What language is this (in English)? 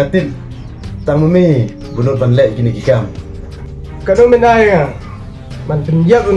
Khasi